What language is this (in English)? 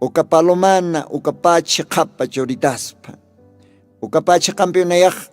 Aymara